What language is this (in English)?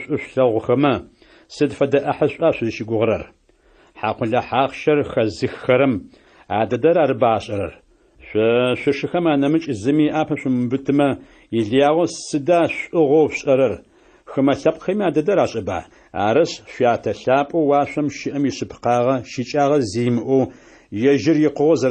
Adyghe